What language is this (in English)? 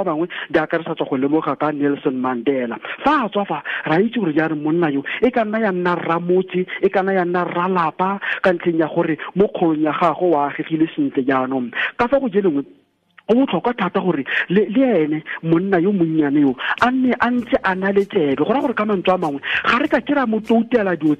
Tswana